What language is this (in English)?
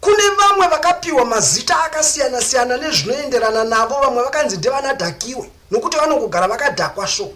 Shona